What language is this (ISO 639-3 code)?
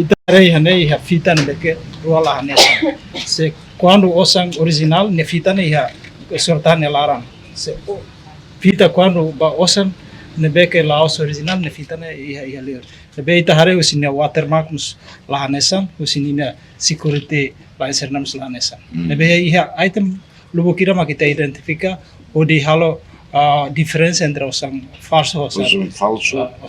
tet